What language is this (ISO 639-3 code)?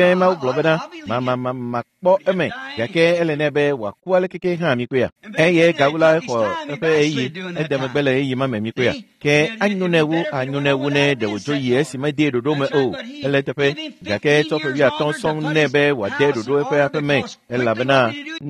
ewe